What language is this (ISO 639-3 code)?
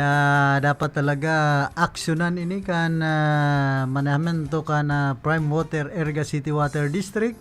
bik